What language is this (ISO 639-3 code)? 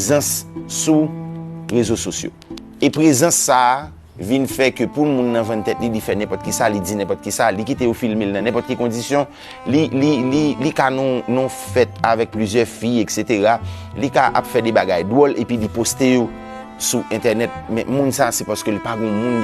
hat